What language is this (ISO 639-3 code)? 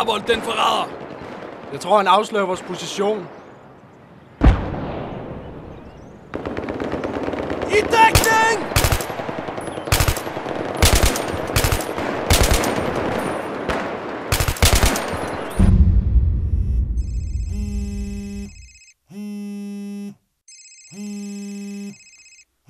dan